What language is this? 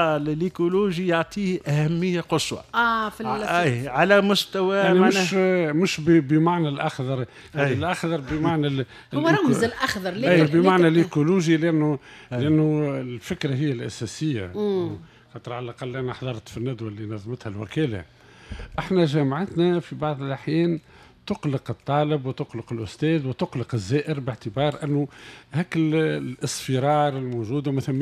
Tunisian Arabic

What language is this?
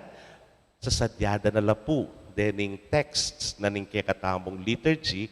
Pampanga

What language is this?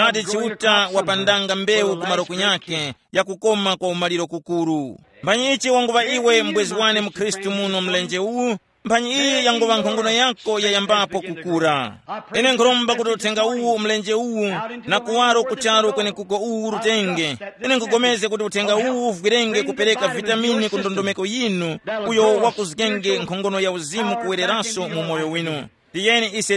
Tumbuka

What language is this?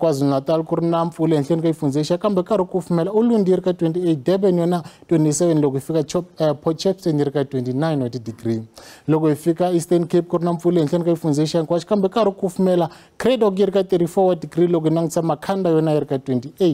Tsonga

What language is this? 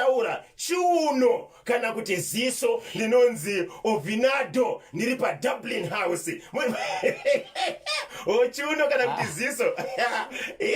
Shona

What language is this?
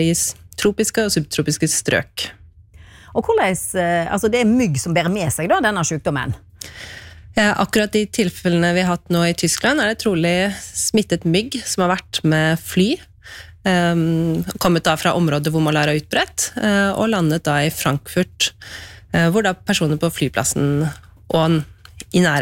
Norwegian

